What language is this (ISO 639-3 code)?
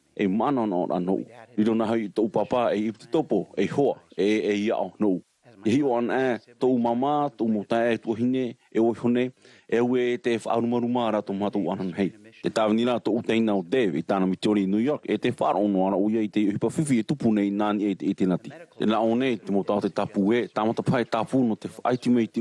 tah